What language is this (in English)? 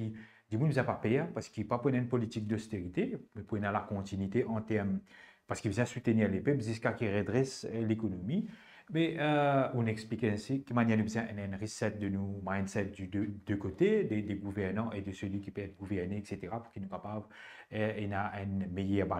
Morisyen